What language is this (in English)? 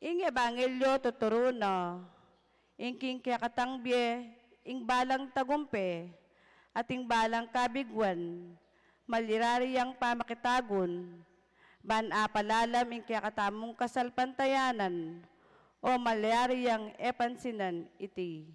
Pampanga